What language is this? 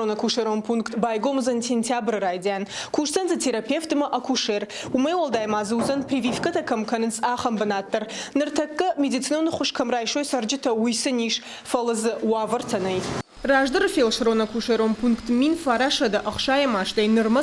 Ossetic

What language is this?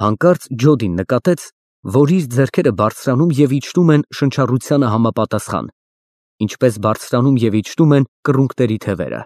Armenian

